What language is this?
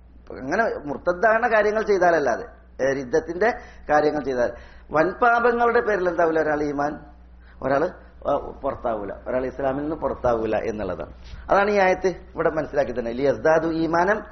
Malayalam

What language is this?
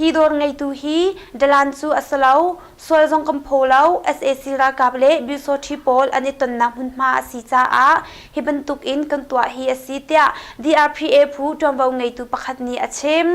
Hakha Chin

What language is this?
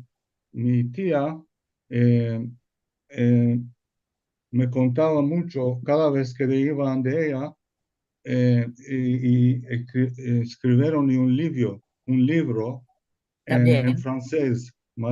Ladino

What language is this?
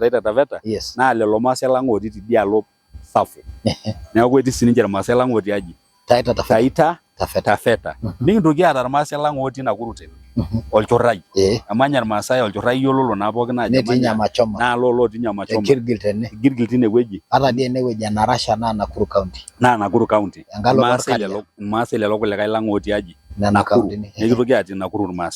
Masai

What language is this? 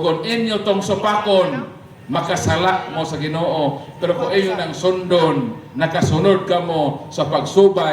Cebuano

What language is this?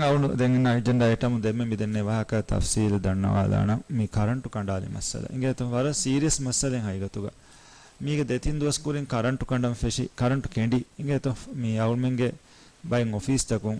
Divehi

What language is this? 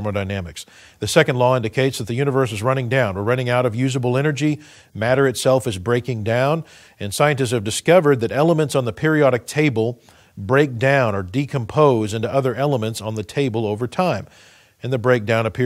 English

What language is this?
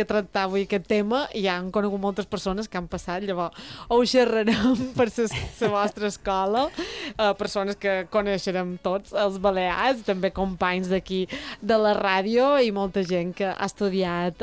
Catalan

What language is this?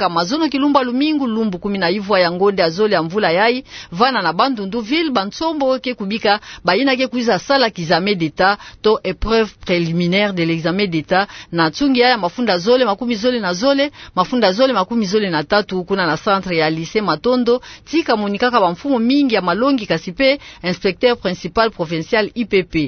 Kituba (Democratic Republic of Congo)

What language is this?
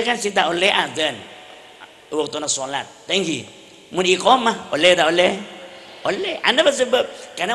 Madurese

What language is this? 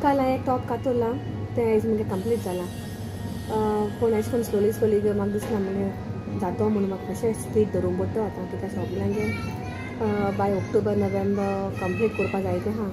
Konkani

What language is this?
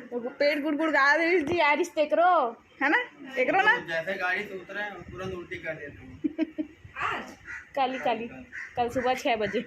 Chhattisgarhi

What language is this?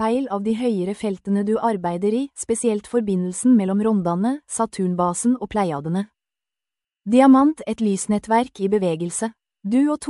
Norwegian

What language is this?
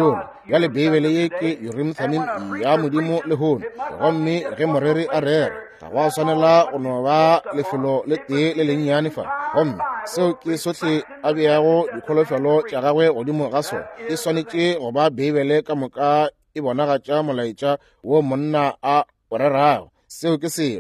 Northern Sotho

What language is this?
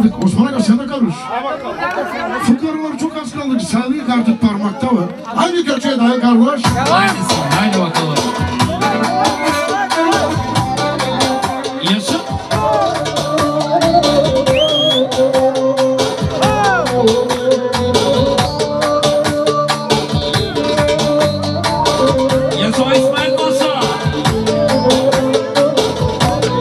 Turkish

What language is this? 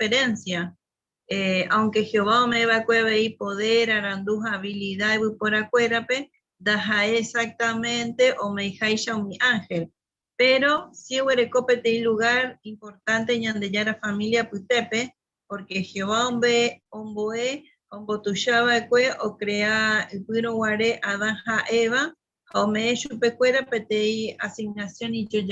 Guarani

